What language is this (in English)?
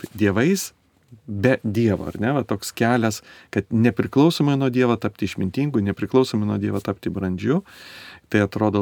Lithuanian